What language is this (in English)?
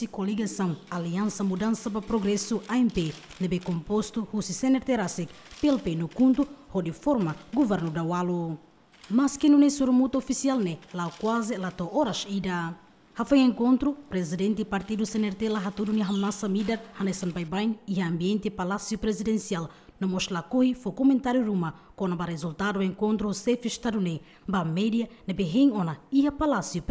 Tetum